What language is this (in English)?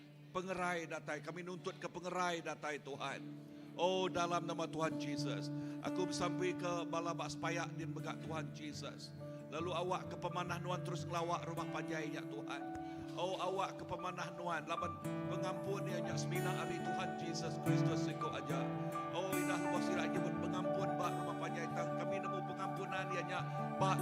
Iban